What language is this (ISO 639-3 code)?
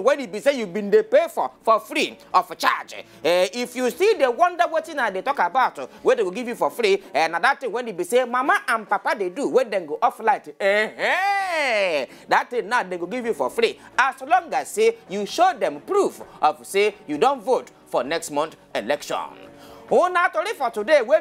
pcm